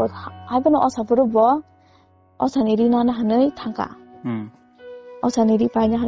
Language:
Kok Borok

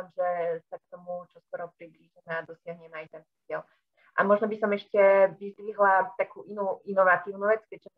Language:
Slovak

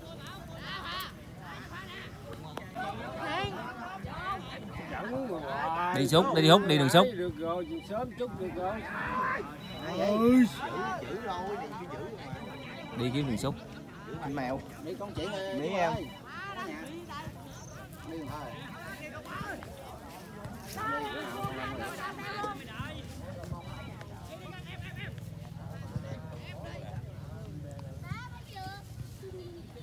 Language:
Vietnamese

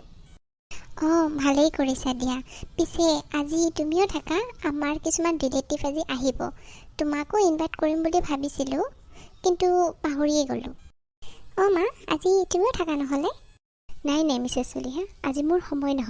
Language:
Assamese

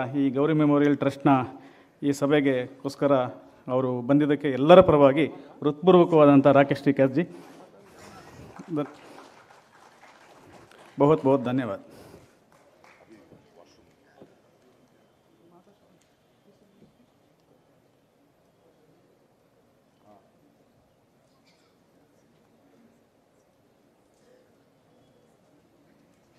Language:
Kannada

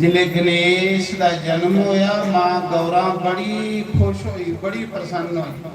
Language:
Dogri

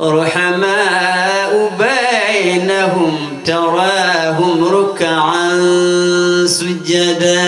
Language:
Fula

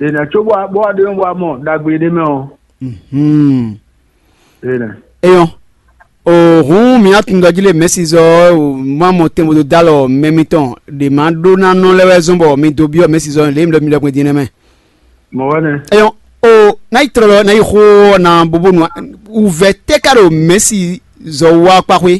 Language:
Fon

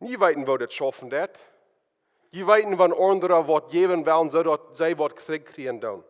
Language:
Plautdietsch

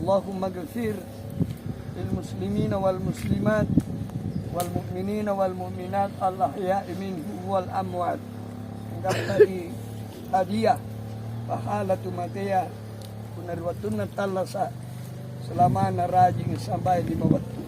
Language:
Makasar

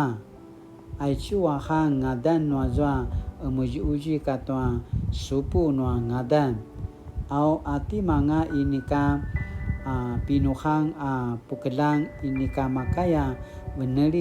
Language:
Paiwan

